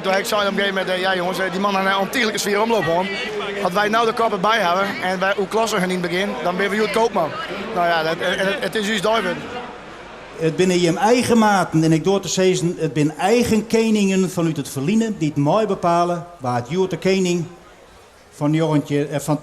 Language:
Western Frisian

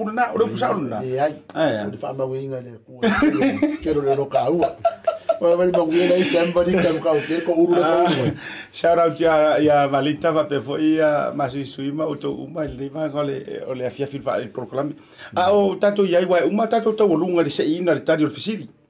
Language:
Samoan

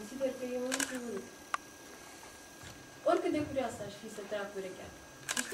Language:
Romanian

